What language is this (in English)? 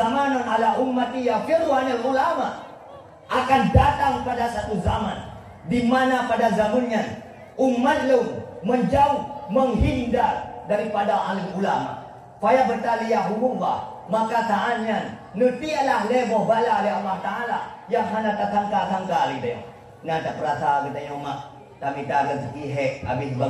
Achinese